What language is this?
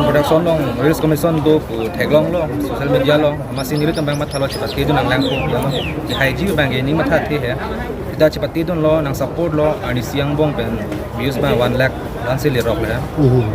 Karbi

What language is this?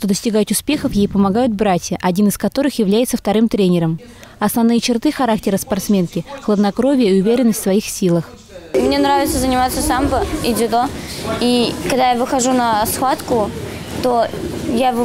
Russian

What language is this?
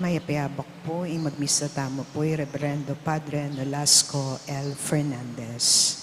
Pampanga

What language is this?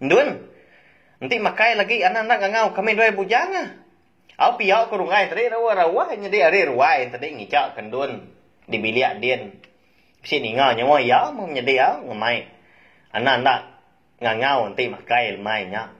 Iban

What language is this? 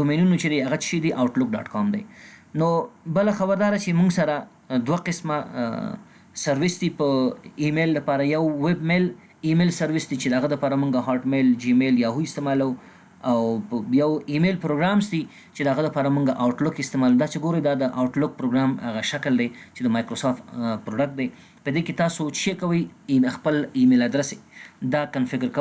Pashto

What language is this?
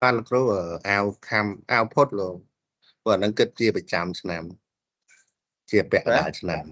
Khmer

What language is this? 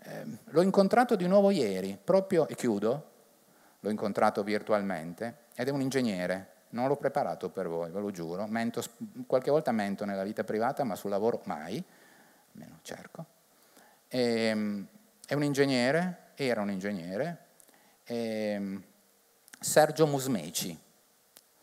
Italian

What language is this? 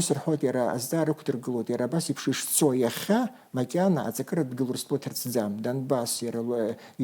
Abkhazian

